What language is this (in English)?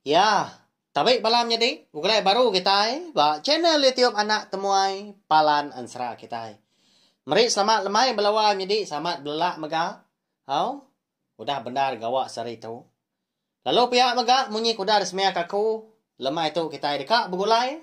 Iban